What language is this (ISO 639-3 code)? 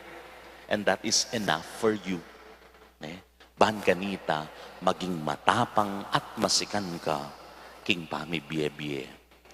pam